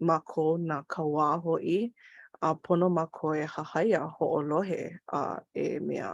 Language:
Hawaiian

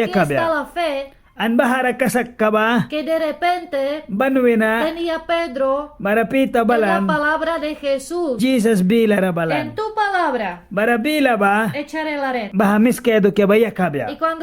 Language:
Mískito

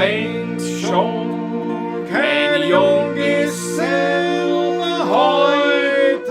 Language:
Bavarian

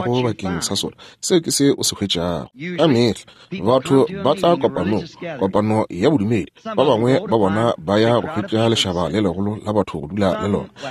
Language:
Northern Sotho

